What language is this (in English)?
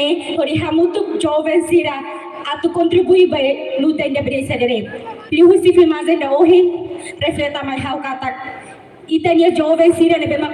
Tetum